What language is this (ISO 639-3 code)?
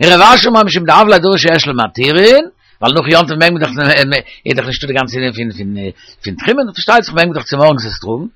yid